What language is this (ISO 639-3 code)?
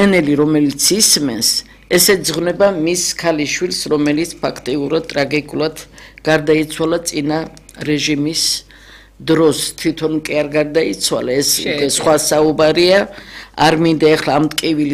kat